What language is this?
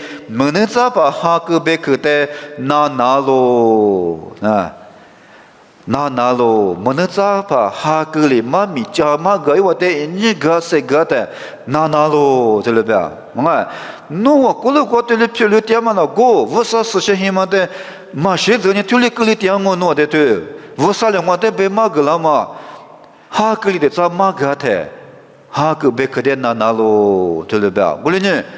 Lisu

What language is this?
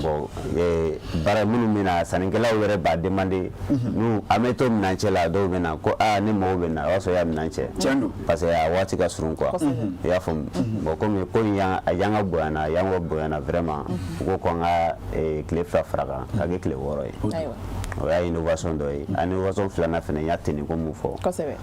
Bambara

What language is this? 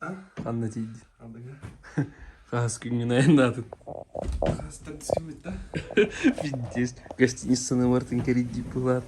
Yakut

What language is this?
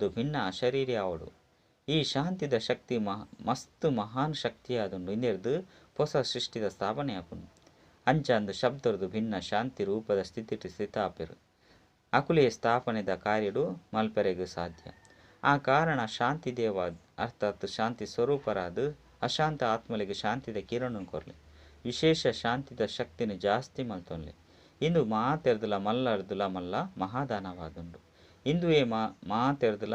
Tulu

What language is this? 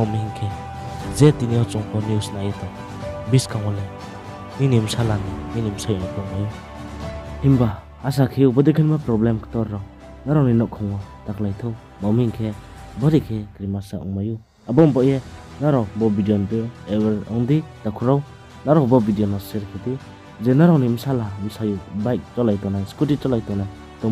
Riang (India)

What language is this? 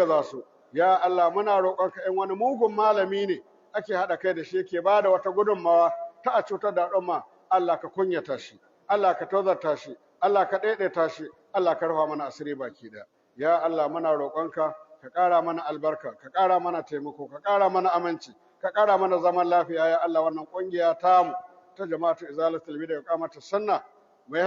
Hausa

